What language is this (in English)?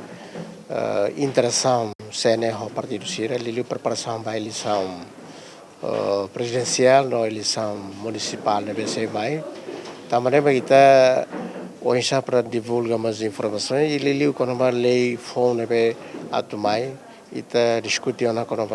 Tetum